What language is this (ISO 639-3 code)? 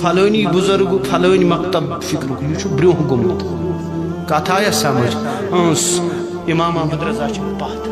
kas